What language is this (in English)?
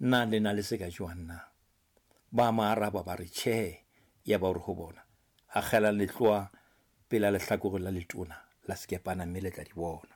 Southern Sotho